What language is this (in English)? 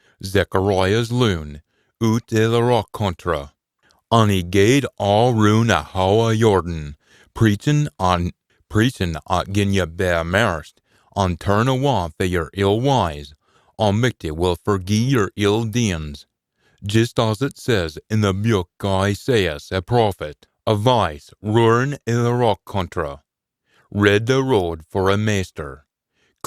Scots